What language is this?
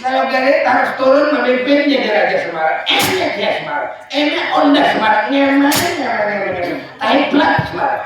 Banjar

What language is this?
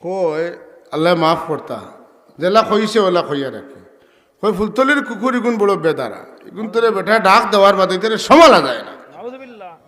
Sylheti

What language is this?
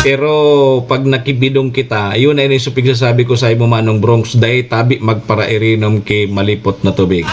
Bikol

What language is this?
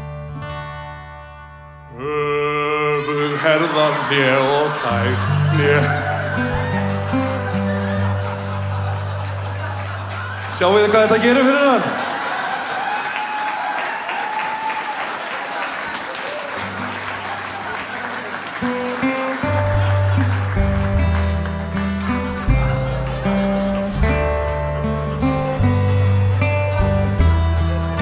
Icelandic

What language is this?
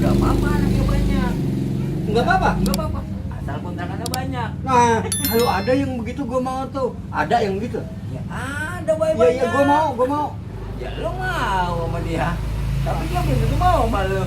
Betawi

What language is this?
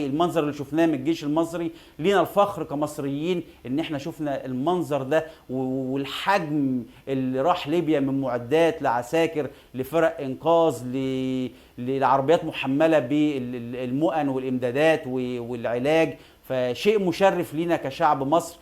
Egyptian Arabic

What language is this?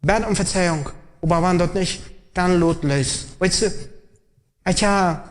Plautdietsch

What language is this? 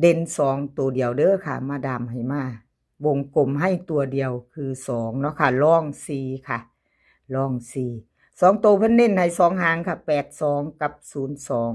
Northeastern Thai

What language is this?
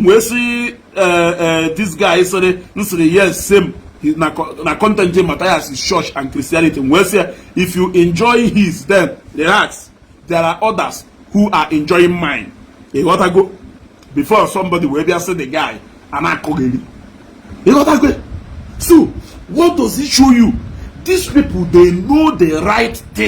Igbo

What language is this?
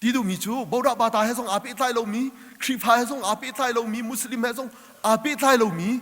Hakha Chin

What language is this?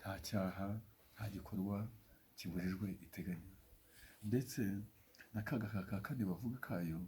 Kinyarwanda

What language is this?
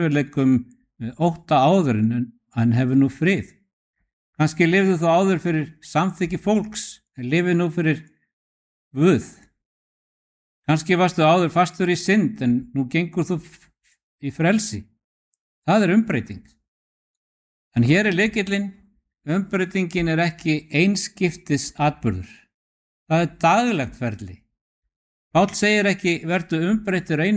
Icelandic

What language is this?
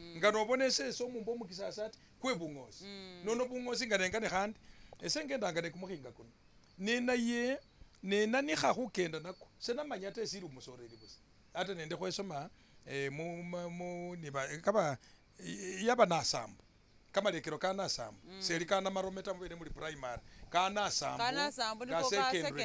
Masaaba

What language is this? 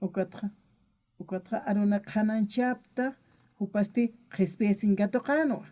Aymara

